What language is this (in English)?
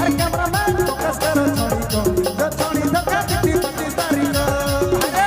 Sadri